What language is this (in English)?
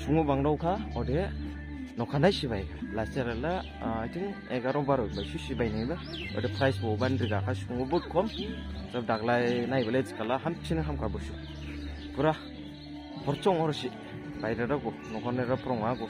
Dimasa